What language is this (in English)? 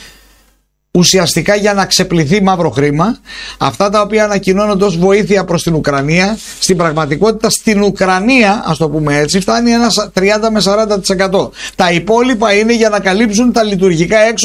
Greek